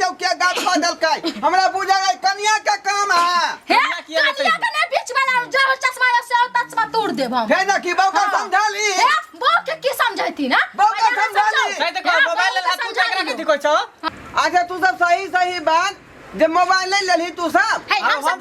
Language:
Maithili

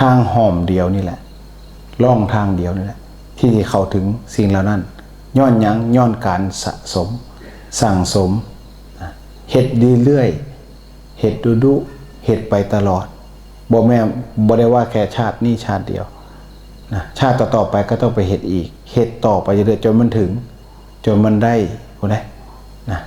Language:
Northeastern Thai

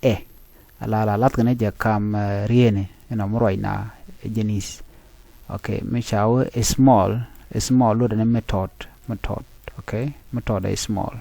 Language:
Nuer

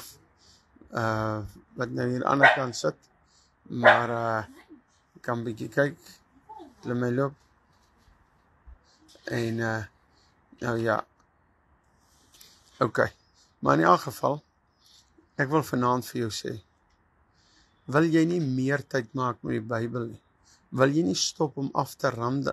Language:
Afrikaans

